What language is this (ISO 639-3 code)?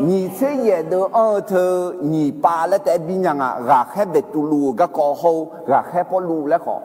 ahk